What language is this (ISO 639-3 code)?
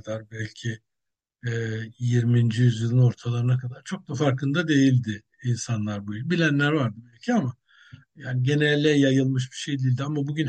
tur